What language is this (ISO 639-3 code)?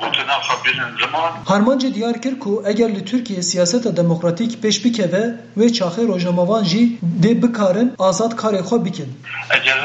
kur